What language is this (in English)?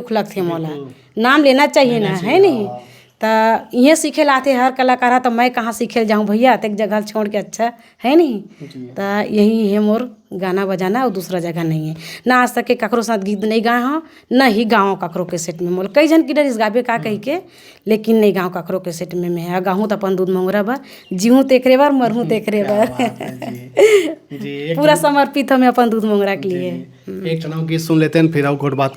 Chhattisgarhi